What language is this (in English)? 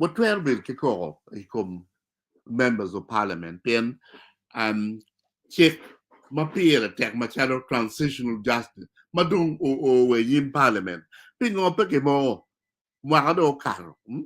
Acoli